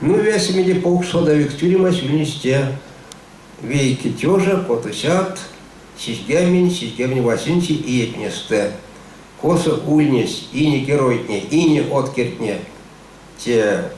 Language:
Erzya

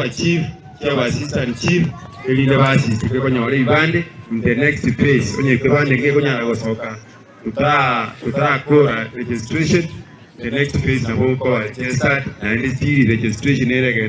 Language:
Gusii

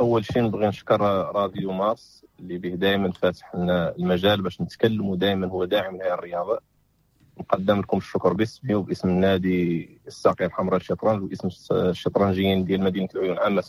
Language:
Moroccan Arabic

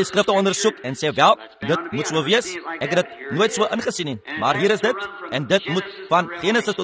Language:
Afrikaans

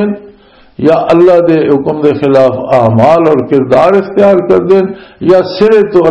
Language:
Western Panjabi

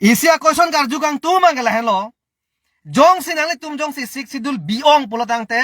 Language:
Karbi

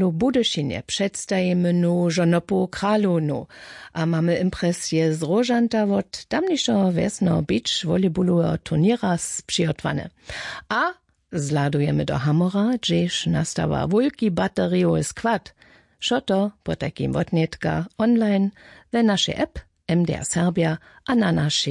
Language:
Upper Sorbian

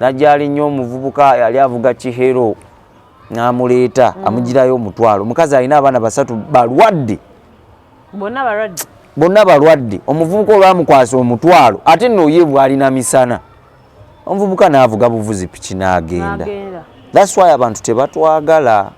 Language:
Ganda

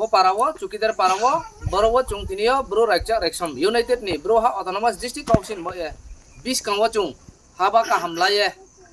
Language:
Riang (India)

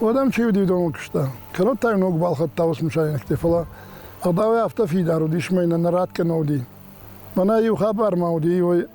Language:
Ossetic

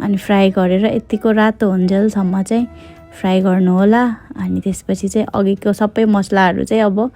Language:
Nepali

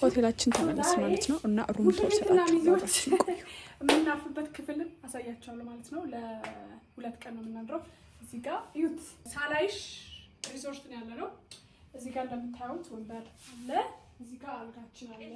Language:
Amharic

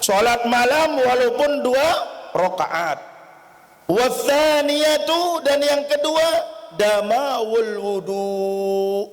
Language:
Sasak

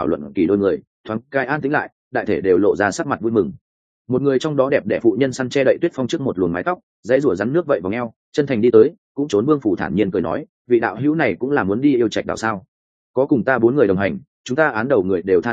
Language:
Vietnamese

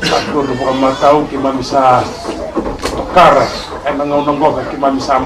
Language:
Fijian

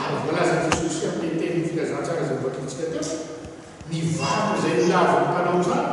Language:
Malagasy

